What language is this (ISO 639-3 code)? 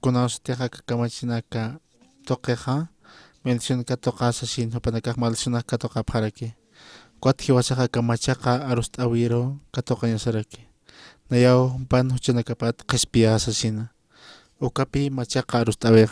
aym